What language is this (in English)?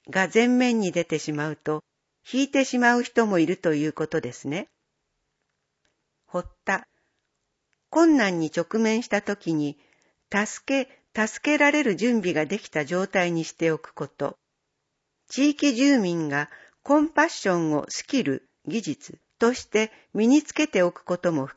Japanese